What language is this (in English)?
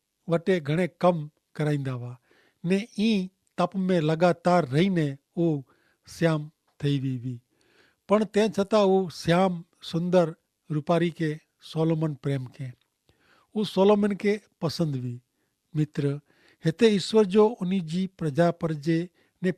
Kachhi